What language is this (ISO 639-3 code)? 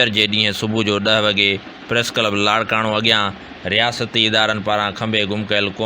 snd